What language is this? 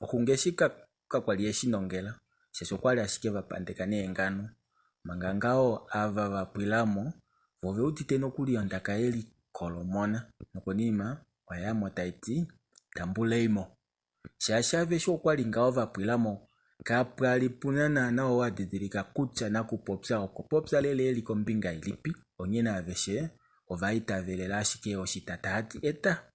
Kuanyama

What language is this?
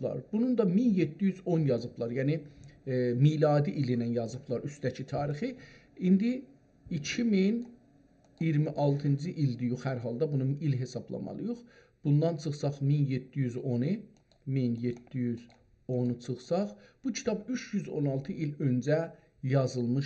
South Azerbaijani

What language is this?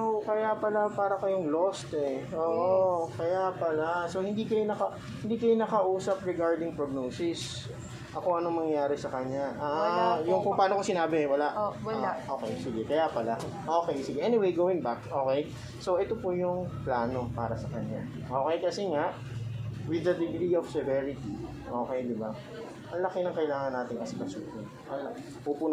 Filipino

